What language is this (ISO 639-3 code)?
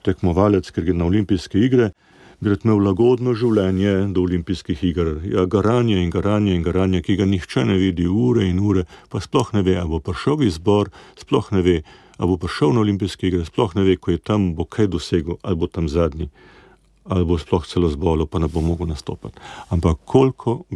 slv